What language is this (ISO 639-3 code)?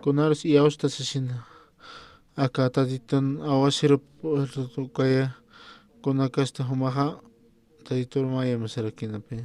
aym